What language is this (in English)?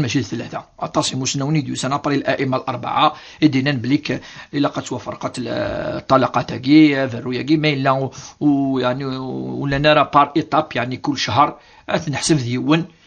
Kabyle